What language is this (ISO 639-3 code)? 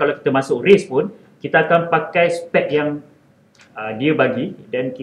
msa